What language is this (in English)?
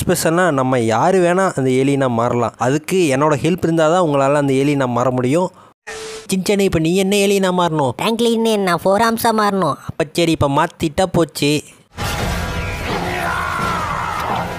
Tamil